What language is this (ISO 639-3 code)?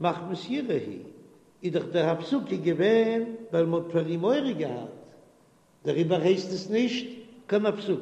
yid